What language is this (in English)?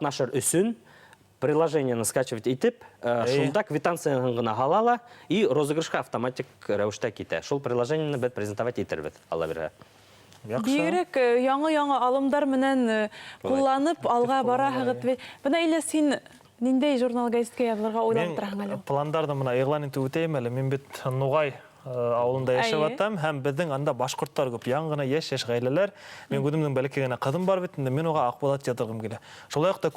Bashkir